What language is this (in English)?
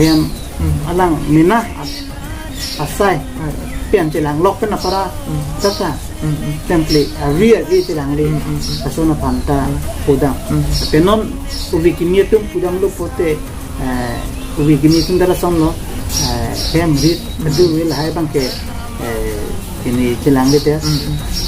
Karbi